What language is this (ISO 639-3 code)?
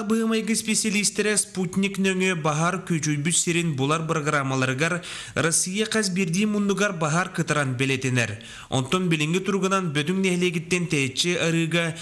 sah